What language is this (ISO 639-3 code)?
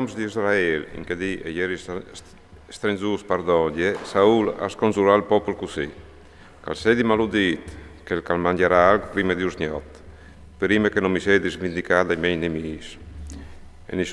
fur